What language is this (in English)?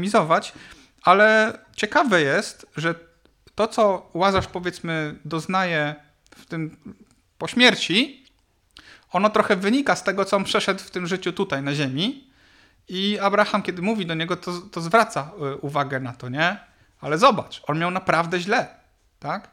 Polish